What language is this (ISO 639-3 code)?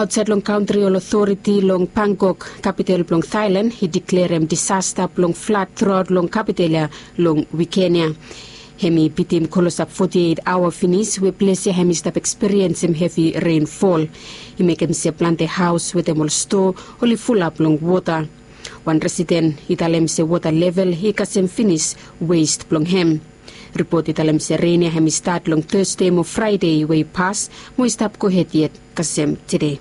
bis